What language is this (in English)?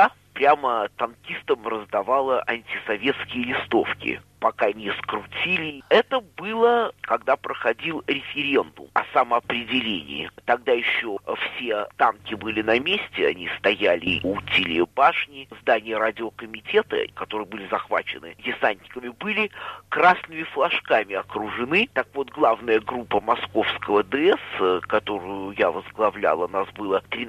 Russian